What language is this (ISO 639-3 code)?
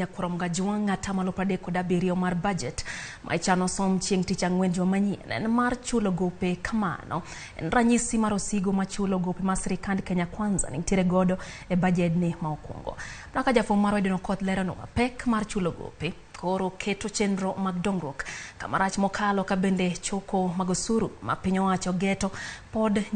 luo